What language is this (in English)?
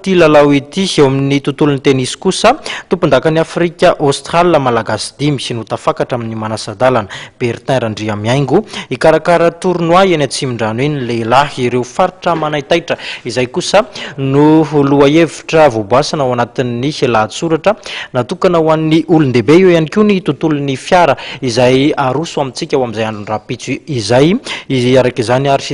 Malagasy